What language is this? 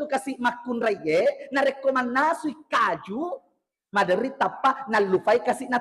Buginese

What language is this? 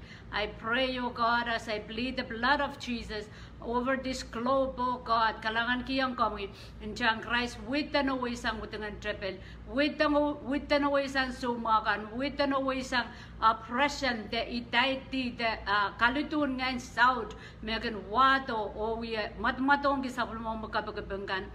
Pohnpeian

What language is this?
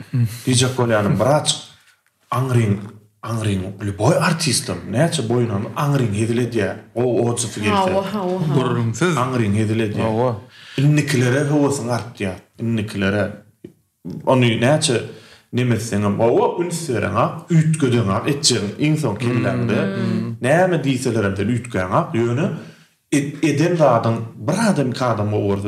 Turkmen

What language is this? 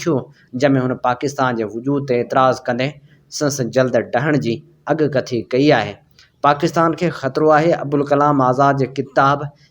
Sindhi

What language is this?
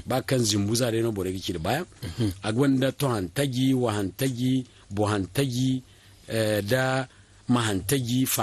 Zarma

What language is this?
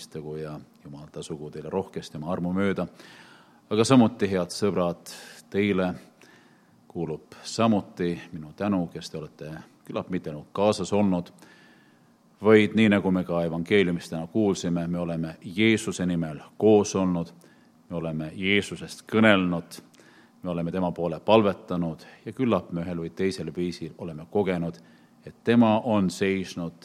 Estonian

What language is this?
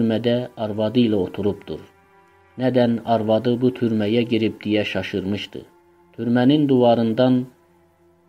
South Azerbaijani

